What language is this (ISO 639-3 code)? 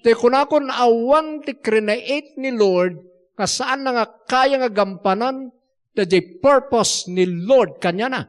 ilo